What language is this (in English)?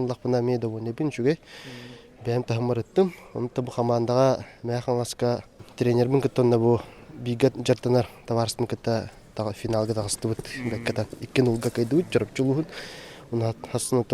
Yakut